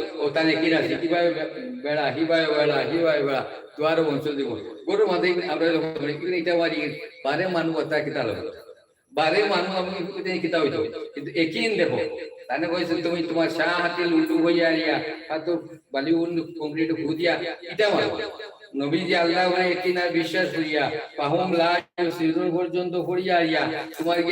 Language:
Sylheti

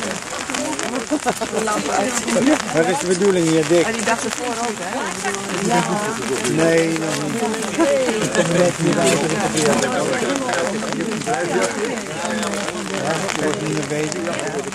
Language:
Dutch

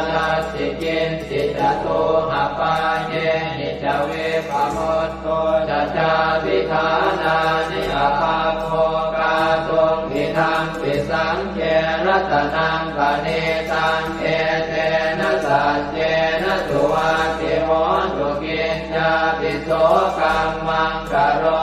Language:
Pali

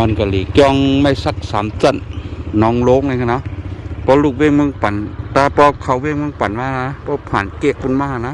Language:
Shan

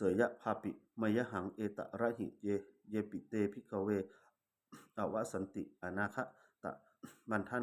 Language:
Pali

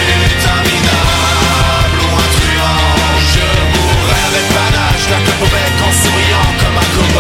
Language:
French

